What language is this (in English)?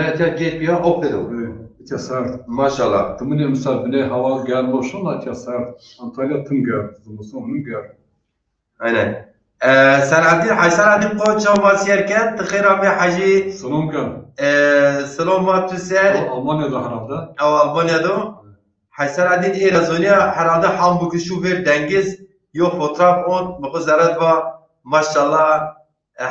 Zaza